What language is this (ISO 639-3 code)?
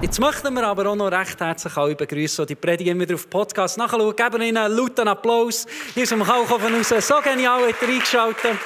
gsw